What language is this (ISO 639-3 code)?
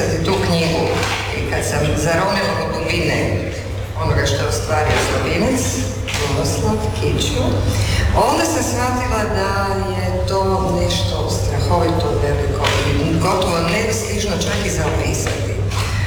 hrv